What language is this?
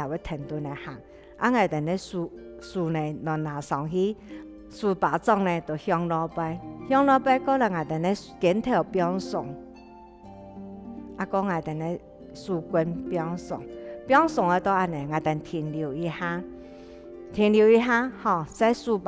Hakka Chinese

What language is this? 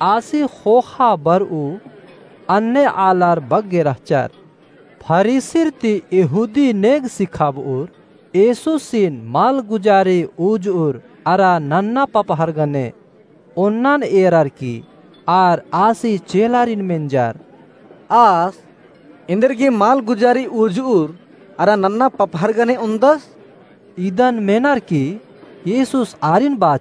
Kurukh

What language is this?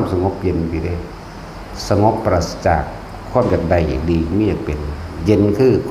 Northeastern Thai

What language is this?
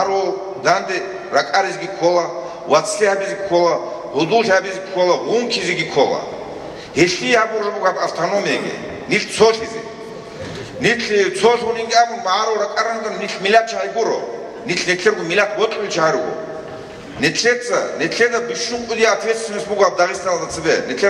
Avaric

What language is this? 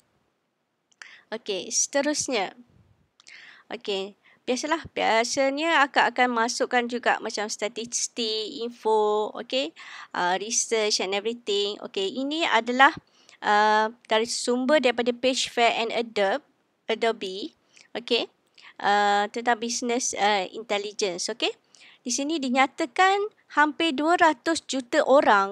Malay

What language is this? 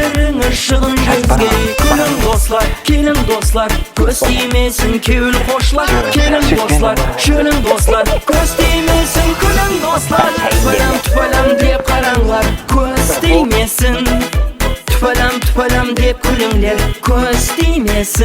Kara-Kalpak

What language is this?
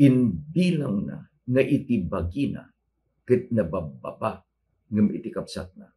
Iloko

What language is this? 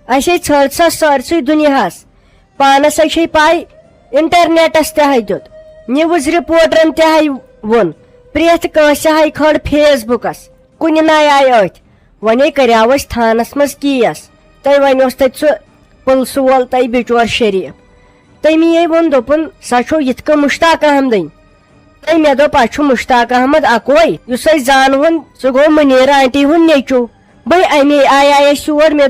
Kashmiri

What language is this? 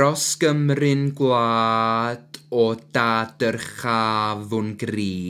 Welsh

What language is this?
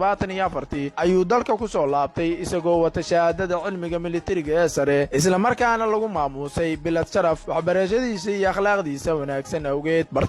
Somali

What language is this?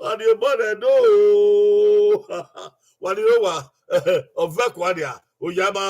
Bini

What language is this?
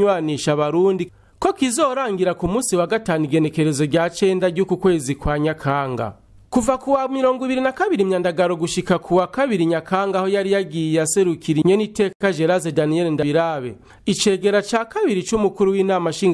Rundi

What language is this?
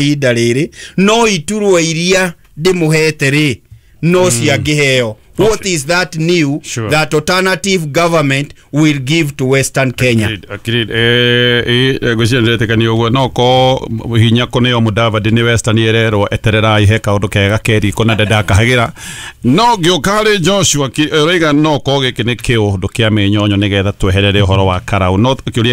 Kikuyu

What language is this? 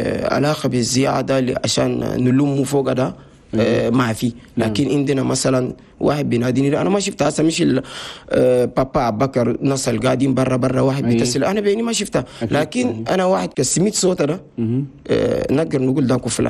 Chadian Arabic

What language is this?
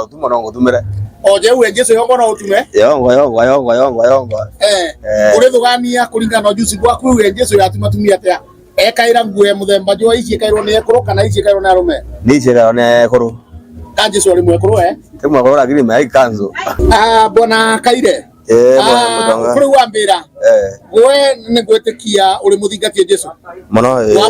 Meru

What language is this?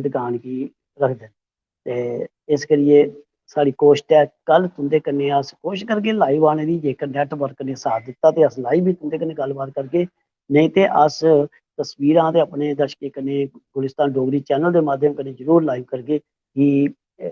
Dogri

